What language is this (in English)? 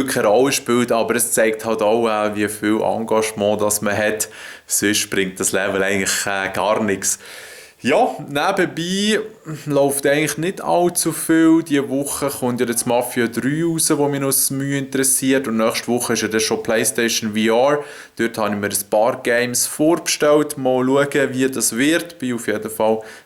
Swiss German